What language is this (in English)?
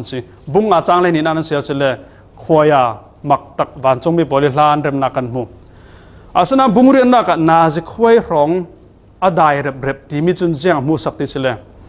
Falam Chin